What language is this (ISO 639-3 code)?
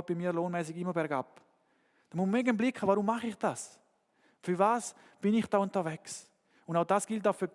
gsw